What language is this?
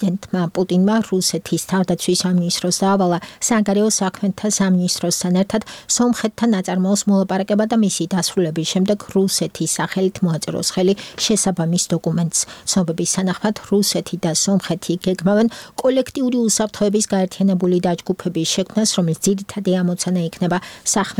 Georgian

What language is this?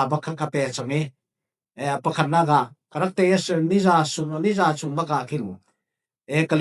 Falam Chin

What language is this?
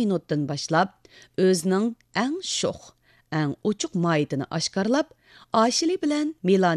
Uyghur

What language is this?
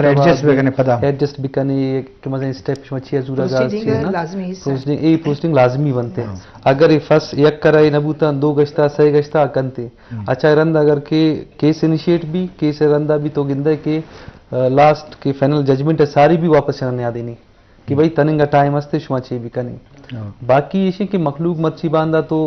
Eastern Balochi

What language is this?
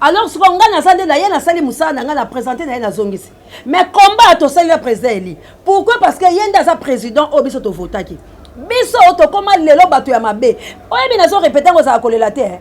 Lingala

